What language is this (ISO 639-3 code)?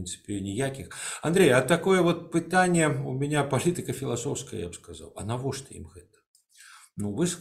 bel